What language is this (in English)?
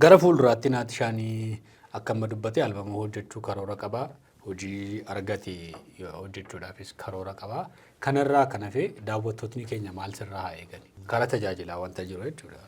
Oromo